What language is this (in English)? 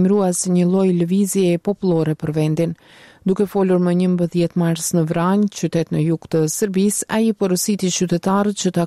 Albanian